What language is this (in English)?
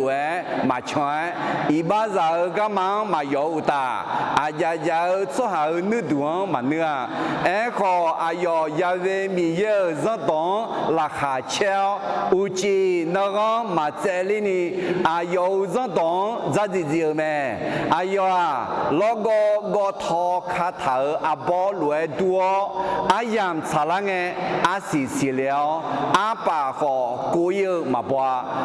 Akha